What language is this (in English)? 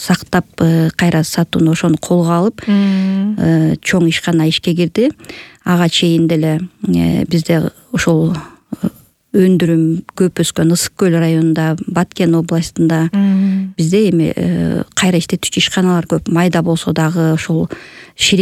Kyrgyz